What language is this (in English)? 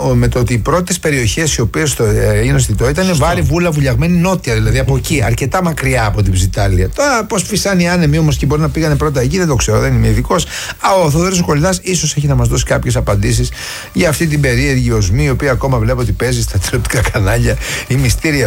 Greek